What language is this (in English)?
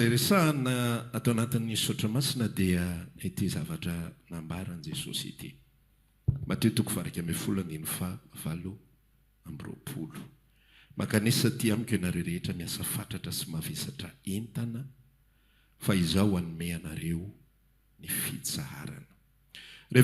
Malagasy